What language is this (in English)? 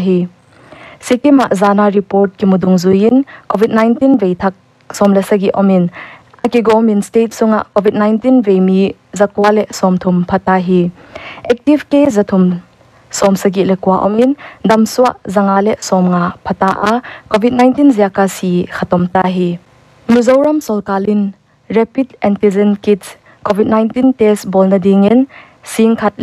Paite Chin